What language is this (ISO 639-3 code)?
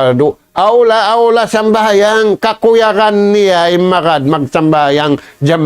tsg